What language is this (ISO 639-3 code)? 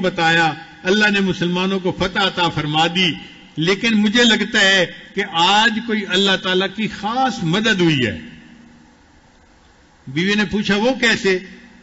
urd